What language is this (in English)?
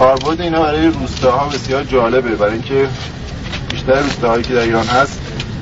Persian